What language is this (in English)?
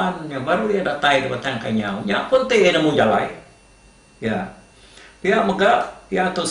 Iban